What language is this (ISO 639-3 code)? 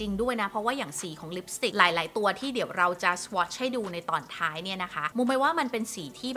tha